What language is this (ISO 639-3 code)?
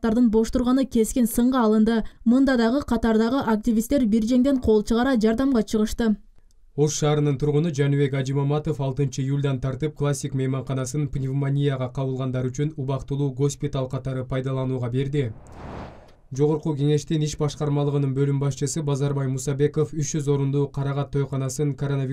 kir